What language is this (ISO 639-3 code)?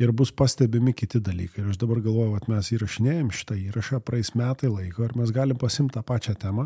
lit